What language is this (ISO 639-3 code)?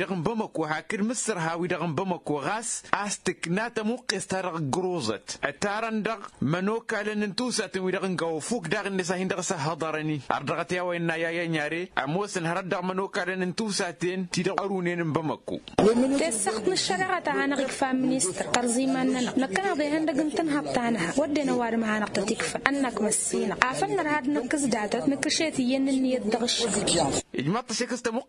taq